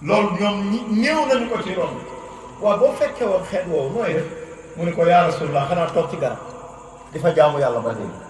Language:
Wolof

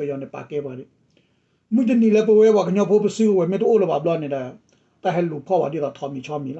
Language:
S'gaw Karen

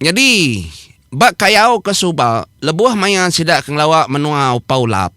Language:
Iban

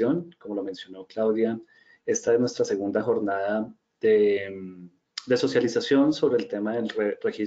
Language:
Spanish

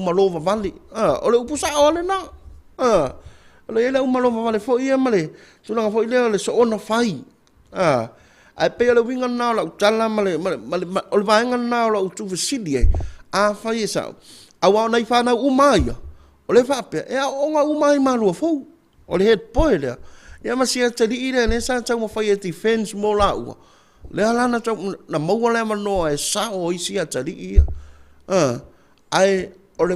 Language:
Samoan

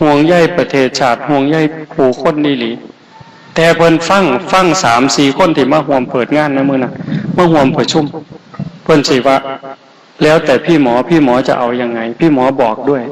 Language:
Northeastern Thai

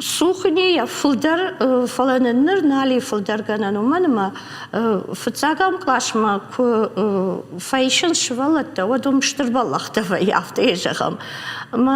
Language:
Ossetic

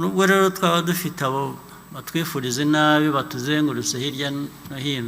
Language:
Kinyarwanda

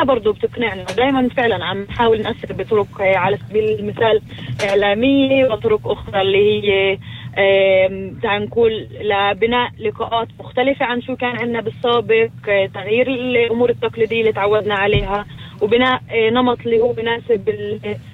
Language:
North Levantine Arabic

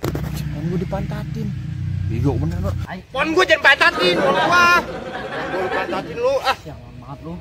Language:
Betawi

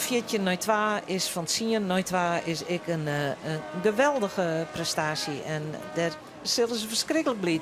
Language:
Western Frisian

